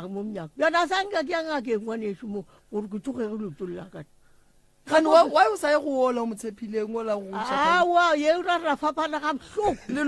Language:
Northern Sotho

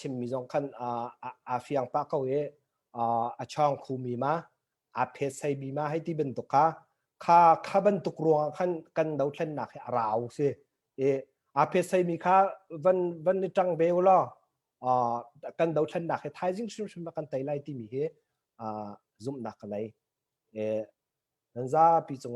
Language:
Hakha Chin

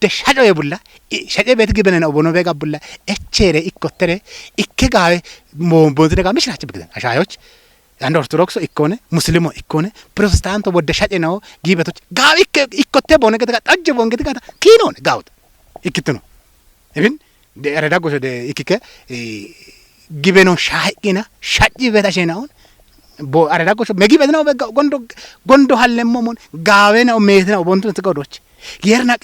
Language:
Kafa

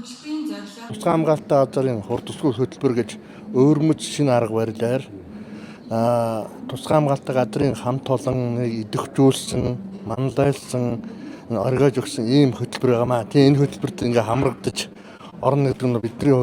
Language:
Mongolian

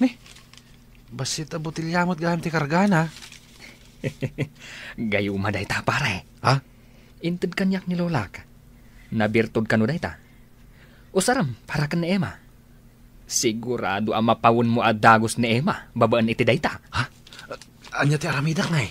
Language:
Iloko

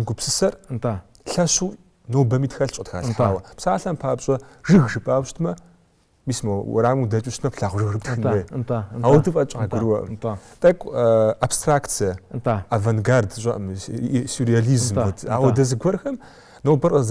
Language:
Kabardian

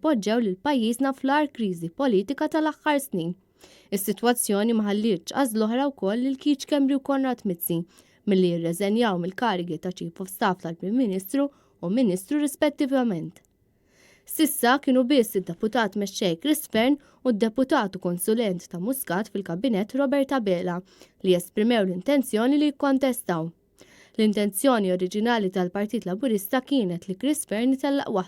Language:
Maltese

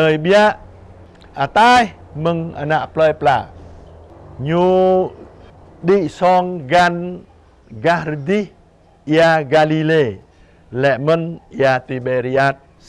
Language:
Jarai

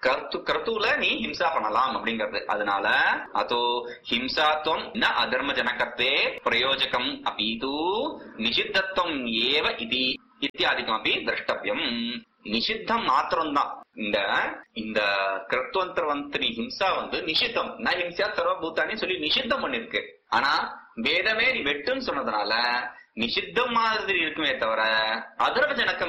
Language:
Tamil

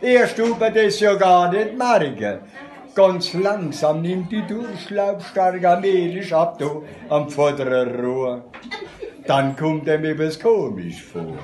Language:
Palatine German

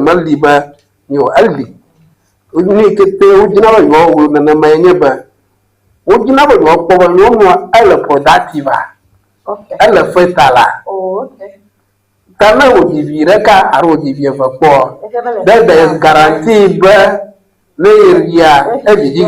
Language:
Ewe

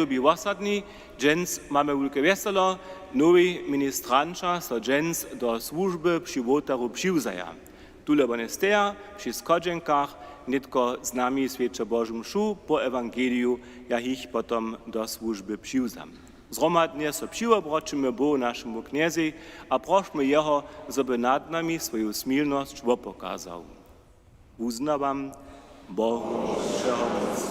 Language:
Upper Sorbian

